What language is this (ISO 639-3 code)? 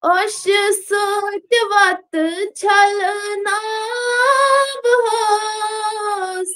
kas